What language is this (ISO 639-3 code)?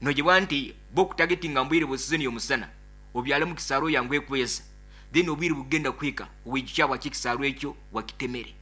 nyo